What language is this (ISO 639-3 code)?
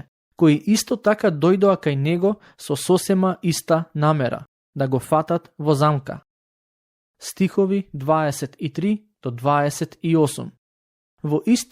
mkd